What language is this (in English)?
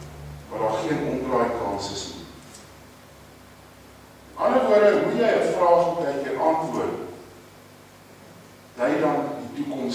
Afrikaans